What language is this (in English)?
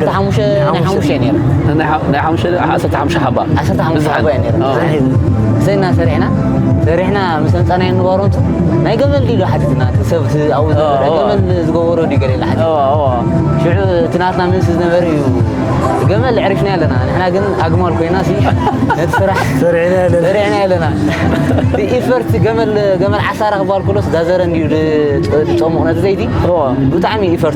Tigrinya